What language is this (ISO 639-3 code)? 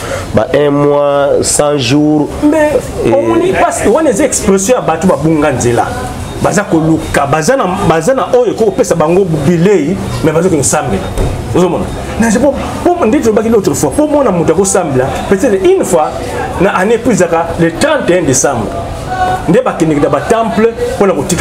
lin